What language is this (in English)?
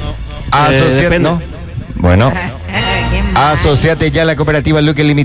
Spanish